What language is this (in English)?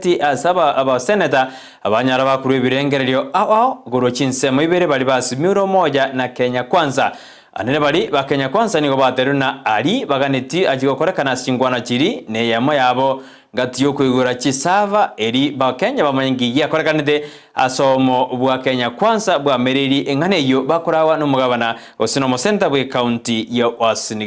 Gusii